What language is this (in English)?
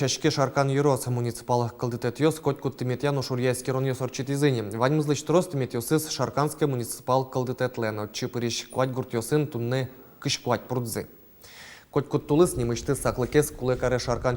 Udmurt